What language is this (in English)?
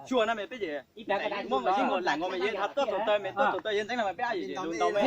Hmong